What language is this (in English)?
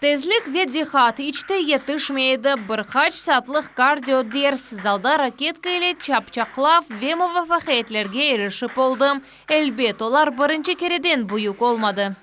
Crimean Tatar